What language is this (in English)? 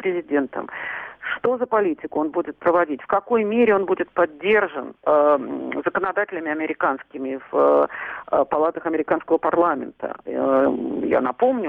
Russian